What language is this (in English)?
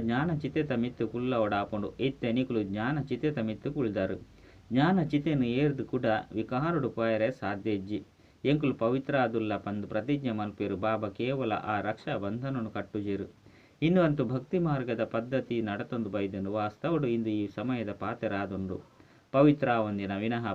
Tulu